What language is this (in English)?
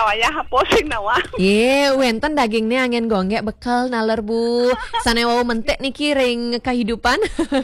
Balinese